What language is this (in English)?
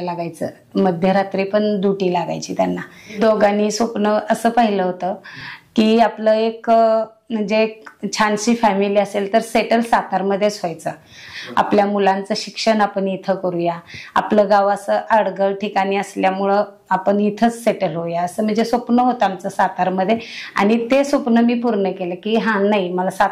Marathi